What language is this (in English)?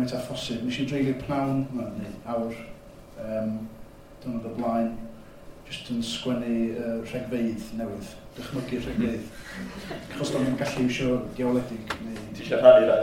Welsh